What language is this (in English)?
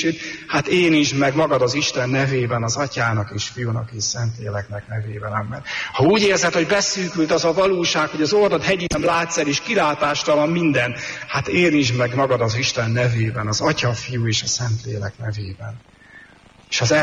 Hungarian